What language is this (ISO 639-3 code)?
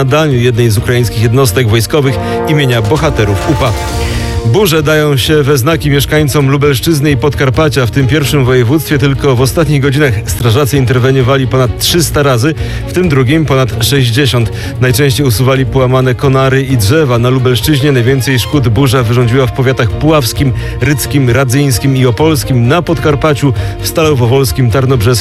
pol